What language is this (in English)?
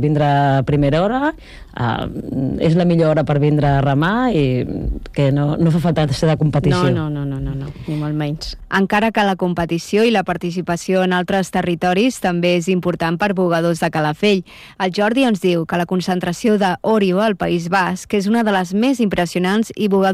Catalan